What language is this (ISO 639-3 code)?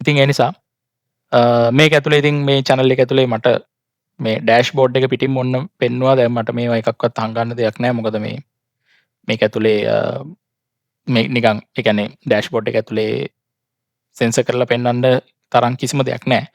sin